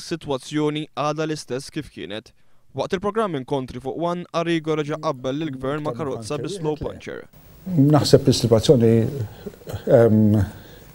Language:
Maltese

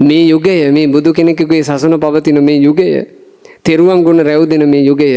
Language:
Sinhala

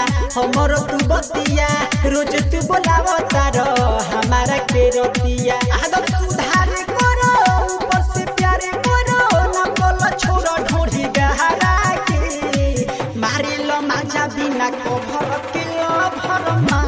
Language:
Bhojpuri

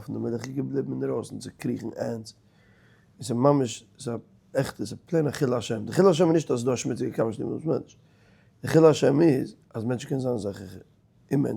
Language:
Yiddish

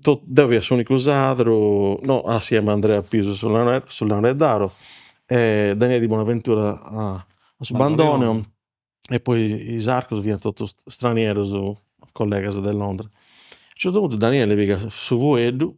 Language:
Sardinian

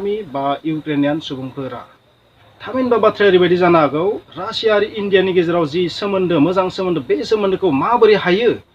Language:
Bodo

